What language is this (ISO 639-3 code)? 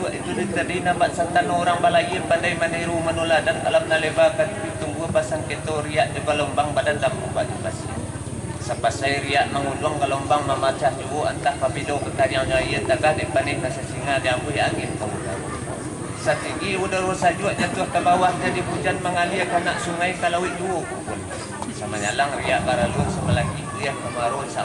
min